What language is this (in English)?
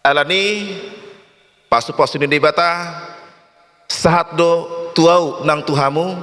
Batak Toba